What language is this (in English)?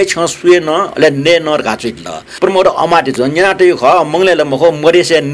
Newari